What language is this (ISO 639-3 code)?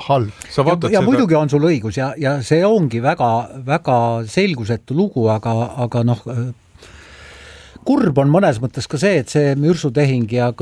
est